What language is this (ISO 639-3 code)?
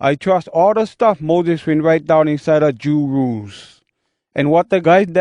hwc